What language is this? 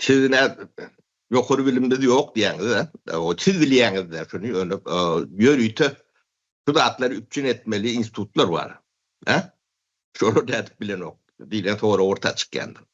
Turkmen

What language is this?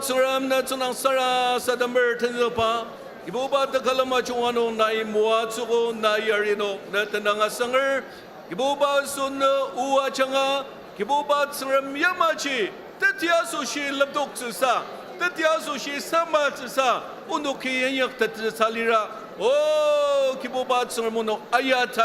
Ao Naga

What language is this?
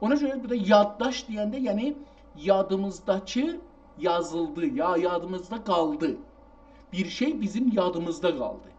South Azerbaijani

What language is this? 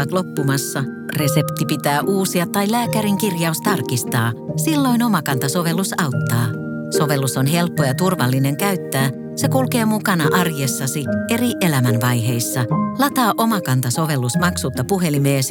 Finnish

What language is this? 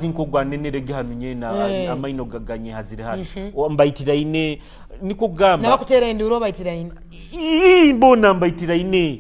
Nyoro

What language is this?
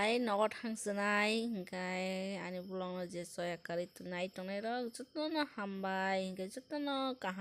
Kok Borok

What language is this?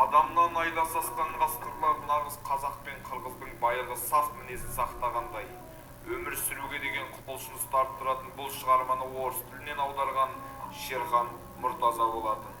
Kazakh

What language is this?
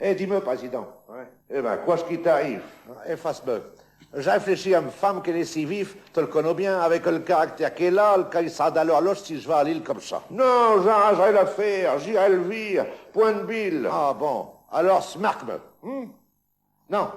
Picard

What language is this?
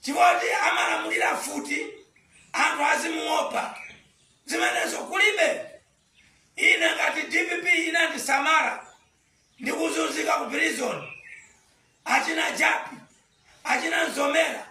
Nyanja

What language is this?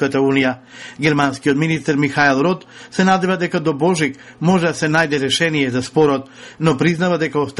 Macedonian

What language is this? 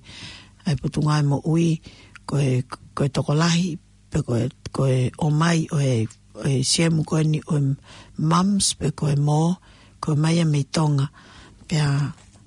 Tongan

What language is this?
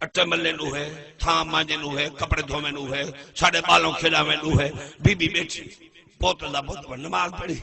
Saraiki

